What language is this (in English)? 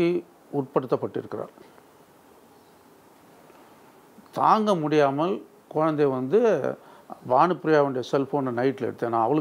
Tamil